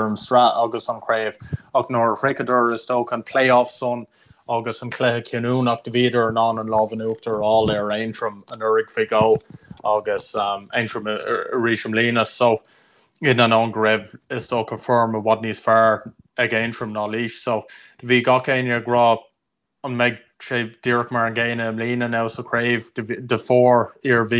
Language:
Irish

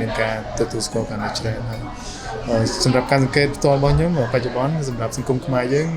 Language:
Khmer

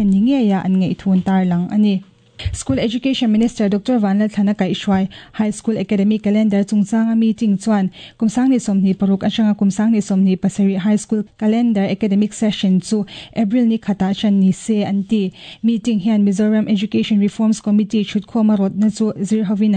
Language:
Mizo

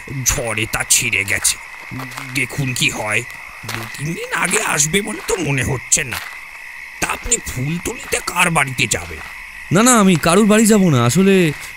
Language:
Bangla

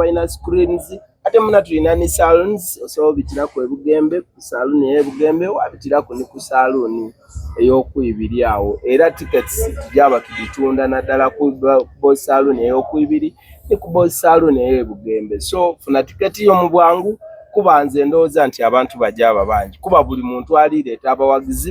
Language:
Soga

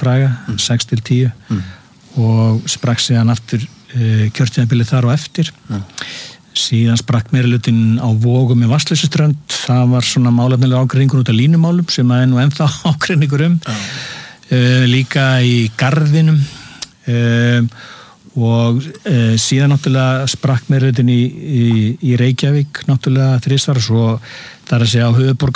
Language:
Icelandic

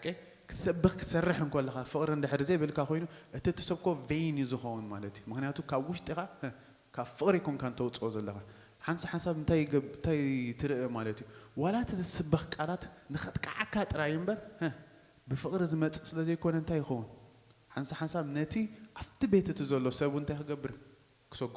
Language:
Tigrinya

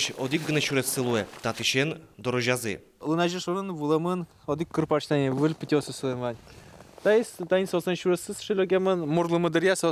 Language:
Udmurt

